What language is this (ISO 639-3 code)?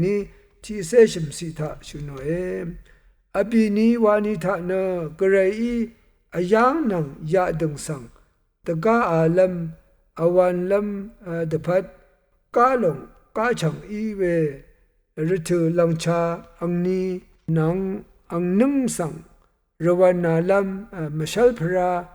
raw